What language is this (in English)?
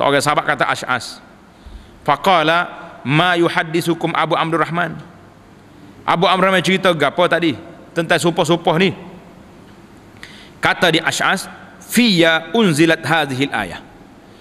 Malay